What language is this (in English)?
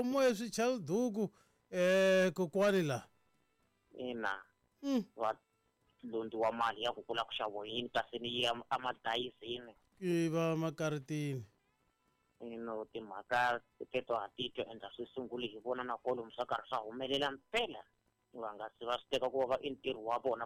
Tsonga